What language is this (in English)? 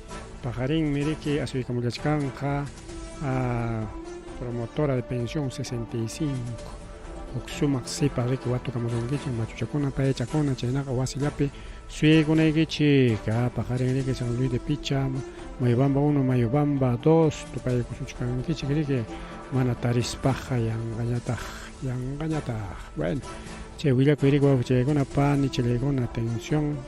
Ayacucho Quechua